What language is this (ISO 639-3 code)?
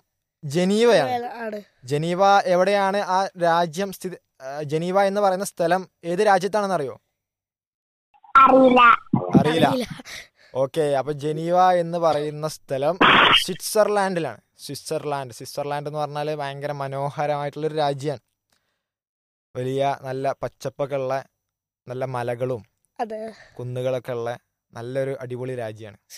mal